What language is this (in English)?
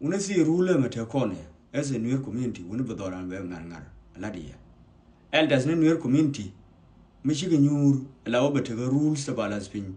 Nuer